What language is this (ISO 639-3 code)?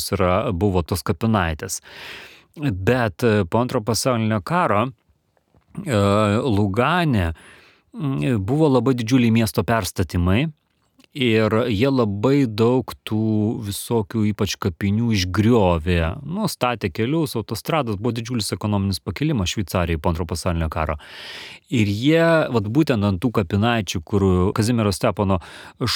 lit